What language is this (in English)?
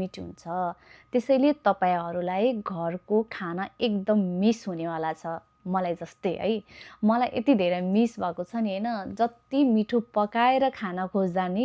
Nepali